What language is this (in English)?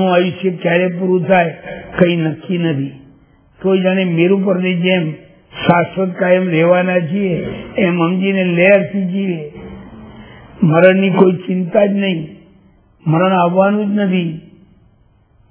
Gujarati